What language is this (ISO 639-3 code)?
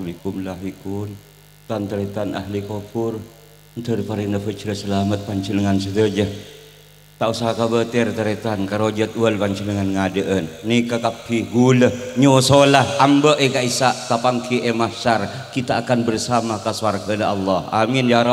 mad